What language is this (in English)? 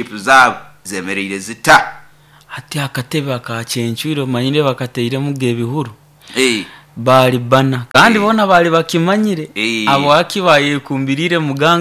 Nyoro